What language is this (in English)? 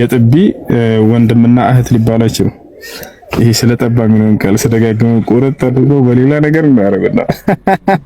Amharic